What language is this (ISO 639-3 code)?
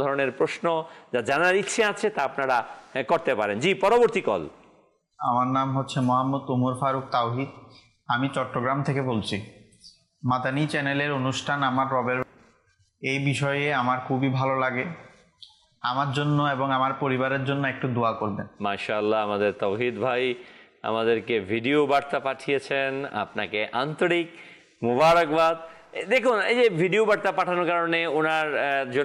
ben